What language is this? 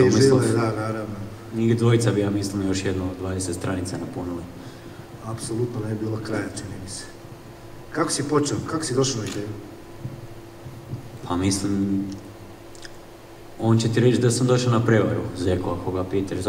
Croatian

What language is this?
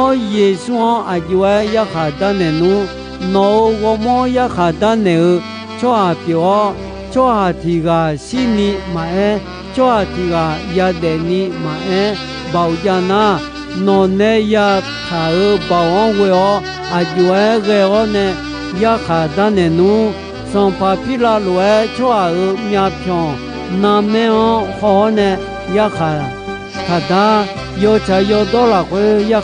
Akha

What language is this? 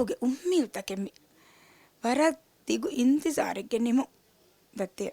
Divehi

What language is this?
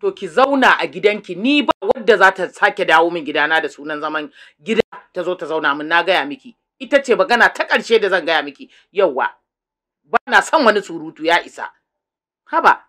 Hausa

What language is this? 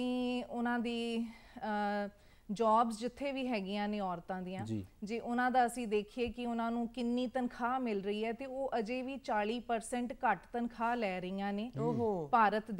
Punjabi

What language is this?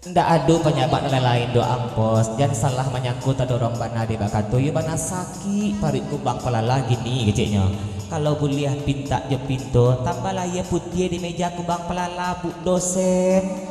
Minangkabau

